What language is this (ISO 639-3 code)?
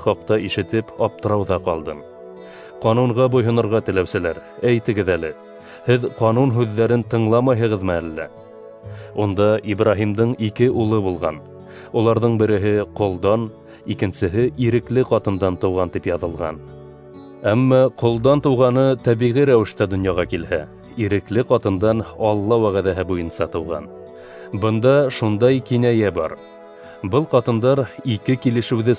bak